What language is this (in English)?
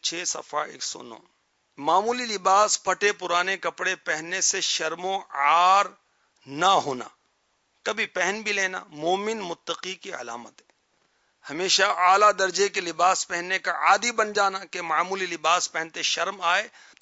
Urdu